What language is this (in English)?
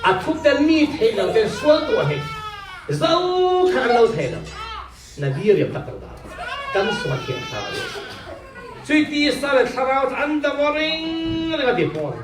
Falam Chin